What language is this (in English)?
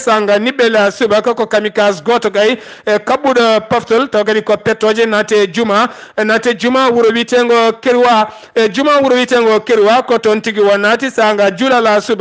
Fula